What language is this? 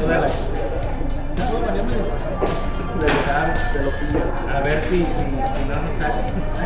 Spanish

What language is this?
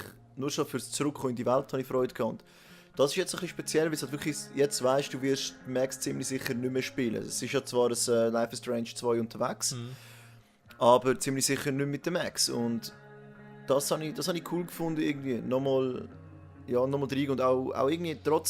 Swiss German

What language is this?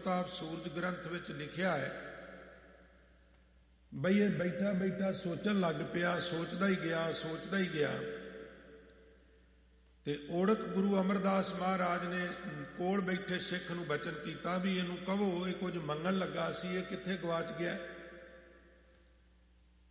Punjabi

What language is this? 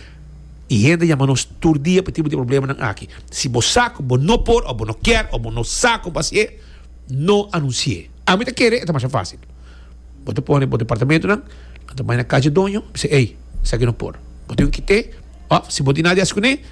Papiamento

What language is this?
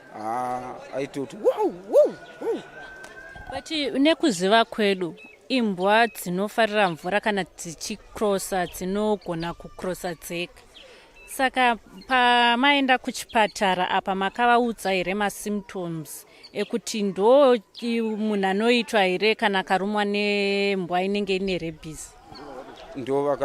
Shona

